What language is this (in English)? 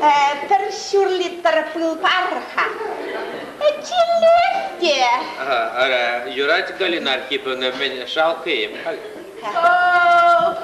Chuvash